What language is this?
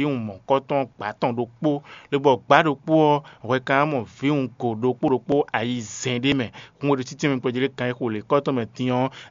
Fon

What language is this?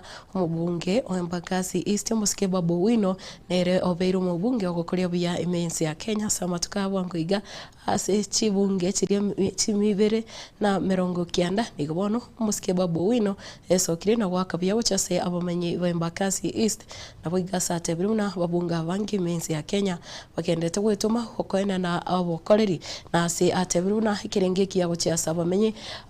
Gusii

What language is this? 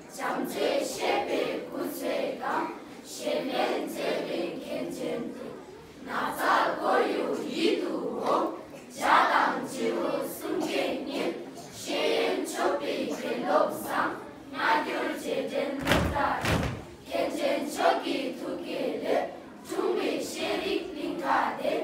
Tibetan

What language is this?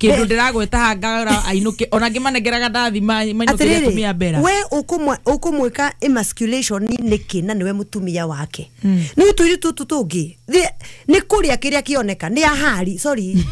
Kikuyu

